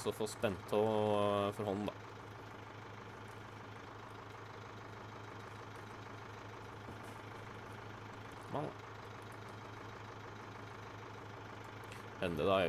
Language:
Norwegian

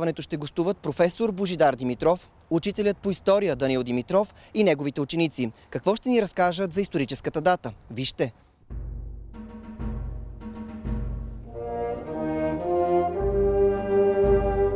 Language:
Bulgarian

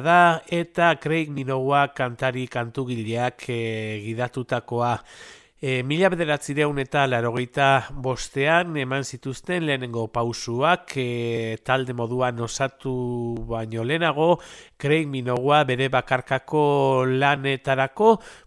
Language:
Basque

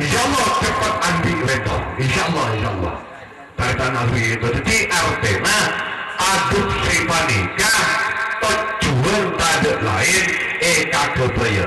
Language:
Madurese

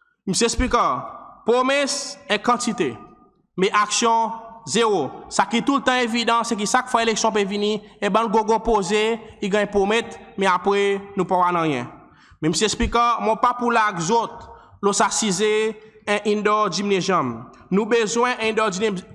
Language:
Seselwa Creole French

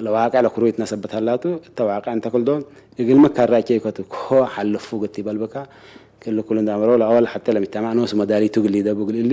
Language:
Tigre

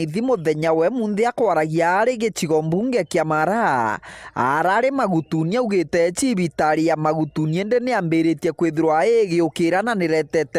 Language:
Meru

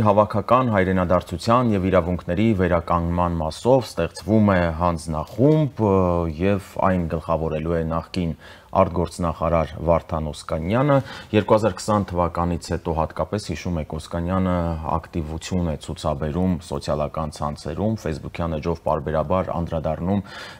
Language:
Armenian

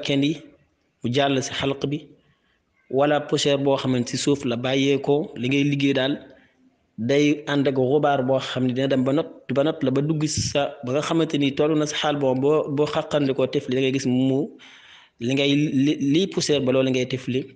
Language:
Wolof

